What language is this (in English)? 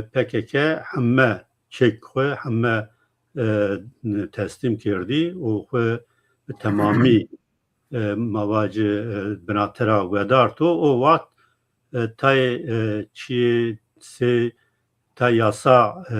Zaza